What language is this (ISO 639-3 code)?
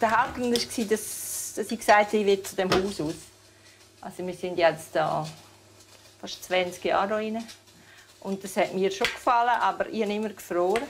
roh